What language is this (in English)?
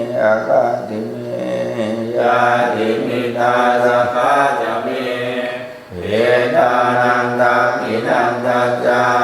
Pali